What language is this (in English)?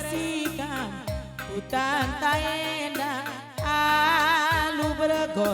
Batak Karo